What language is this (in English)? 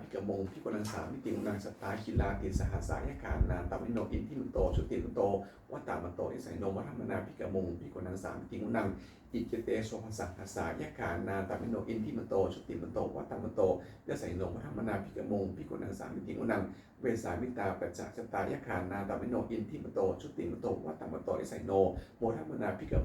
Pali